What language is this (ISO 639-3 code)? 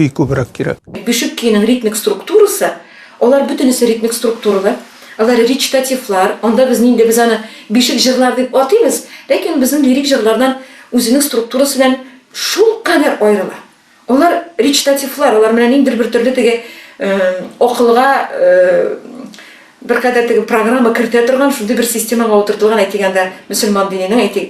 tat